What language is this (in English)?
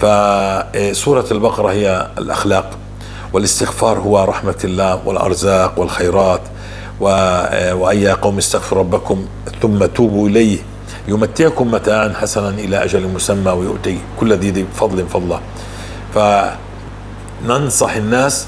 North Levantine Arabic